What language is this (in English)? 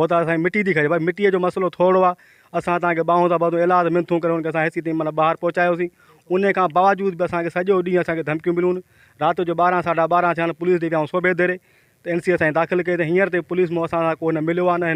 Sindhi